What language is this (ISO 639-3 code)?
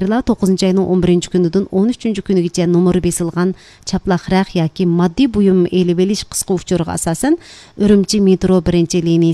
uig